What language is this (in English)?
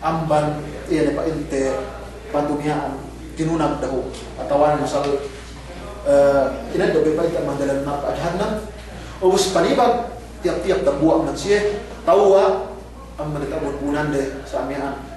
Yakan